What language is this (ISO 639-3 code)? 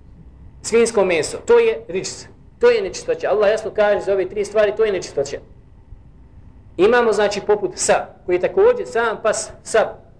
bos